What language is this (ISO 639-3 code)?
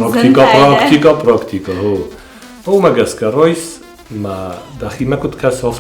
oss